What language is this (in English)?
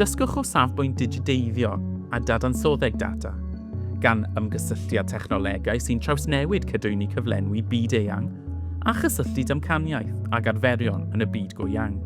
Welsh